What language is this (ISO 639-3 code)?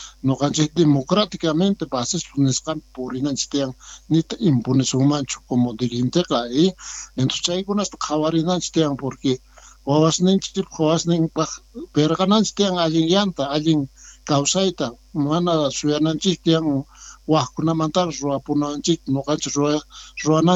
quh